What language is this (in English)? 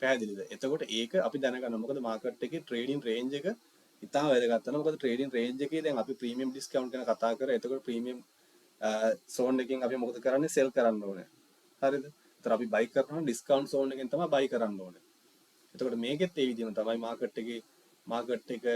Sinhala